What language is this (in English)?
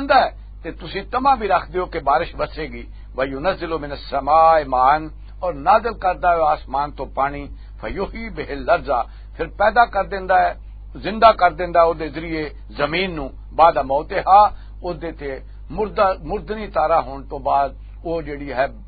Western Panjabi